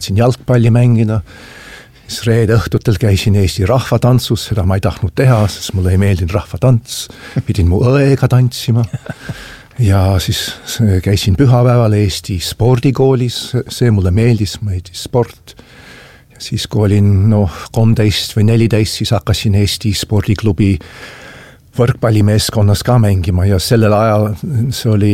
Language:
Estonian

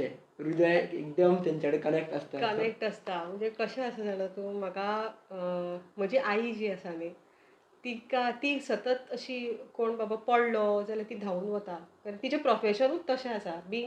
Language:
Konkani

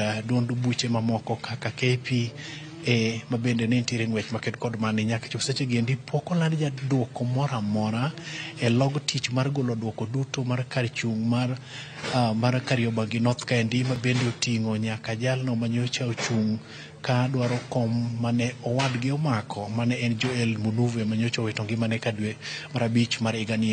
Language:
Luo (Kenya and Tanzania)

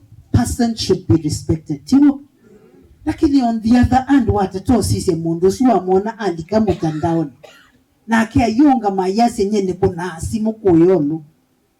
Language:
Kamba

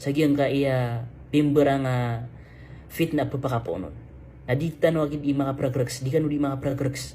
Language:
Maranao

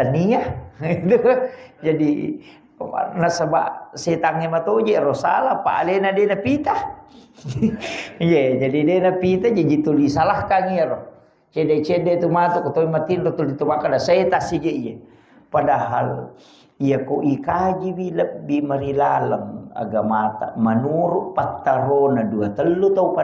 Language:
Buginese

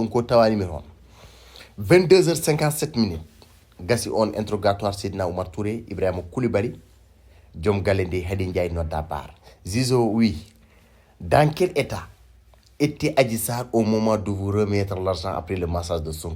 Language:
Fula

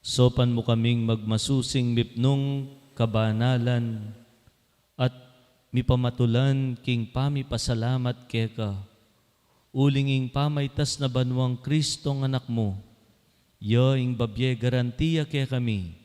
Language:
Pampanga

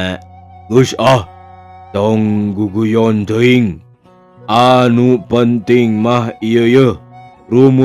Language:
Sundanese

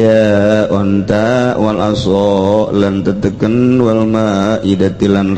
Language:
Sundanese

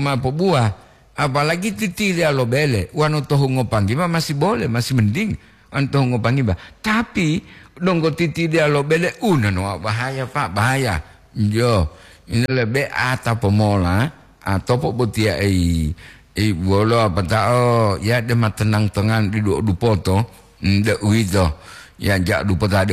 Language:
Gorontalo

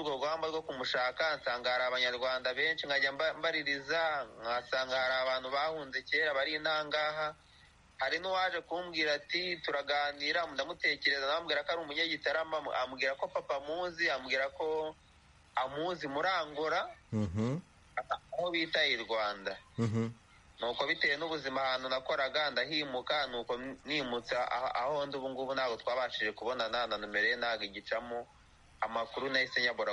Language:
Kinyarwanda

